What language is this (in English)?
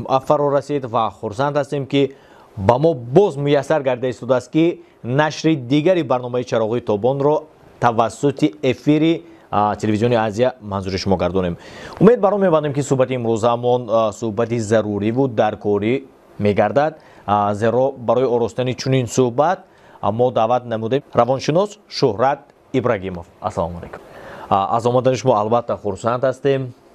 Tajik